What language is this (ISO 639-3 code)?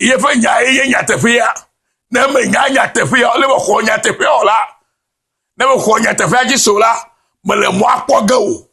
ewe